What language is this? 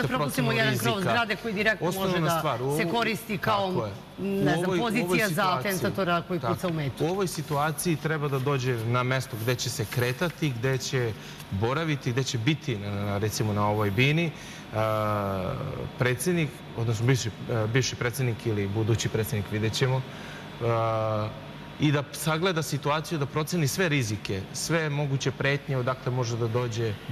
Serbian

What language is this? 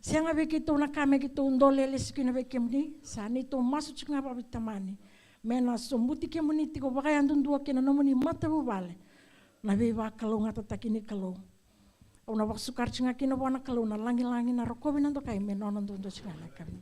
Fijian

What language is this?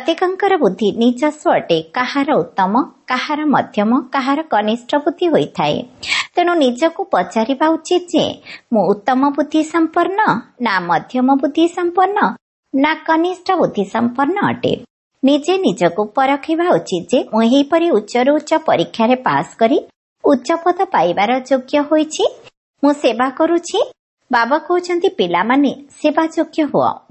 Odia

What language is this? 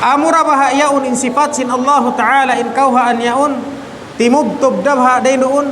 Tausug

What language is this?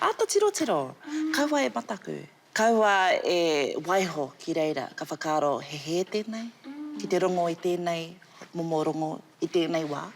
Māori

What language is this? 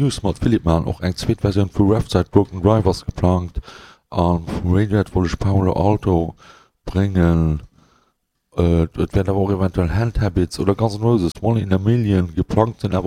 Luxembourgish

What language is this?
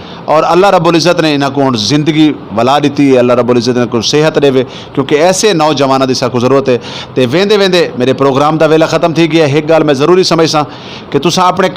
Saraiki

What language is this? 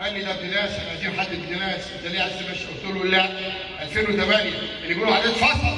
Egyptian Arabic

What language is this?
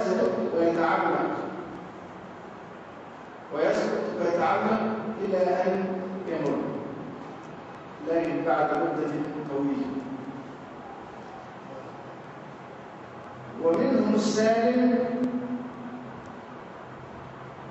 Arabic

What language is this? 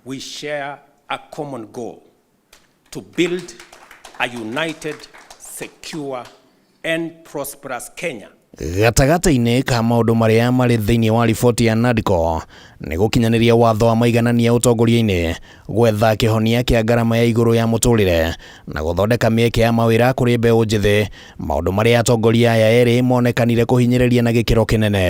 Kikuyu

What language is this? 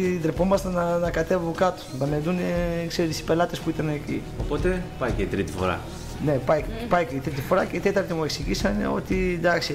Greek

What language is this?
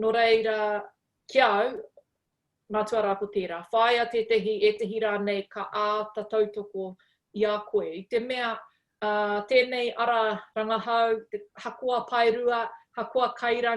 Māori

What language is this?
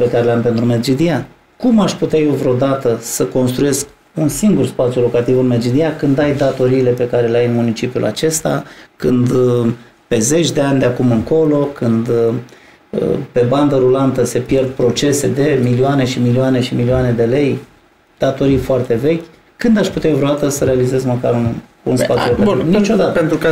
Romanian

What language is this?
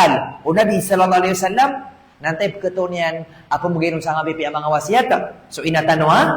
Maranao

